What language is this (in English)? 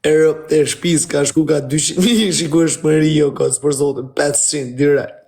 Albanian